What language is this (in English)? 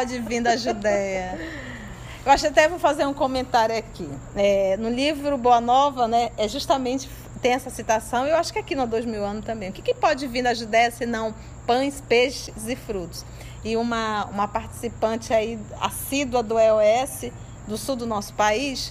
Portuguese